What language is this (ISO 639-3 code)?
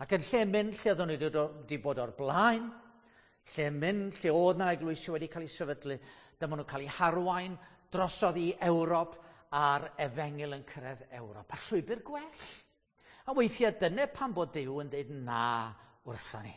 cym